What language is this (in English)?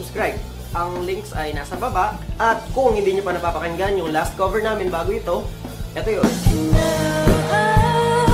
Filipino